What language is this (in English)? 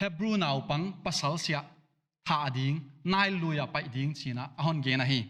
Paite Chin